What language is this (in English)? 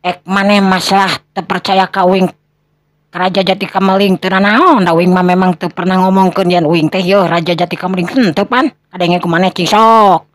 Sundanese